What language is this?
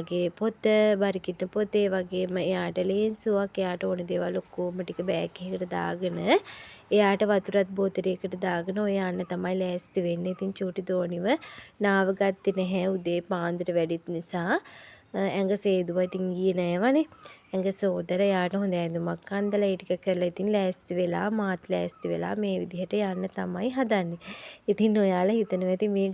Sinhala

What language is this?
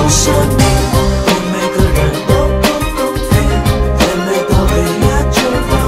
Chinese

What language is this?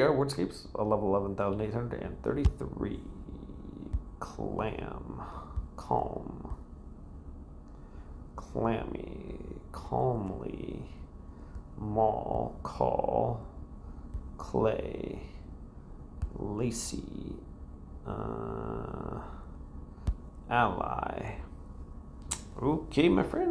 English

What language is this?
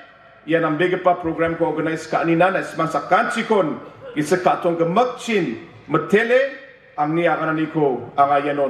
Garo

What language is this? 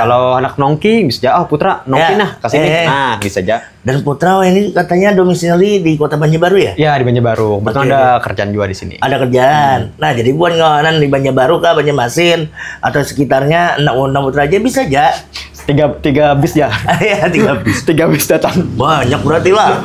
Banjar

